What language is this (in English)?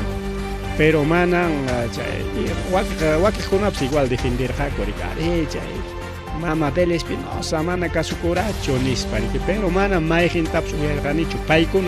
Ayacucho Quechua